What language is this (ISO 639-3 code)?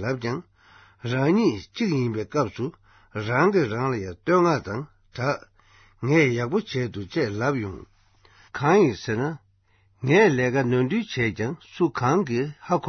bod